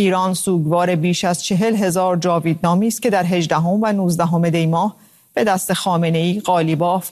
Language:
Persian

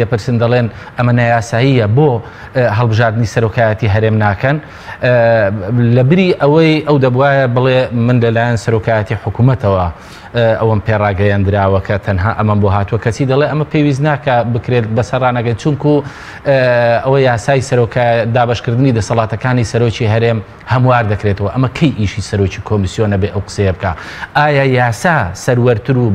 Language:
Central Kurdish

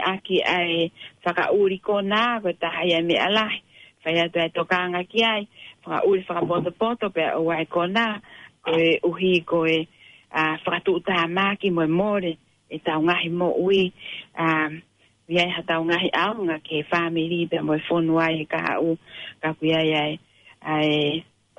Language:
Tongan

